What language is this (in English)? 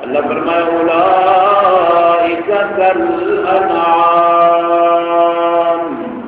Saraiki